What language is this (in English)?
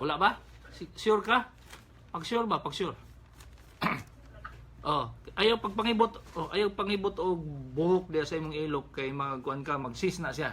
Cebuano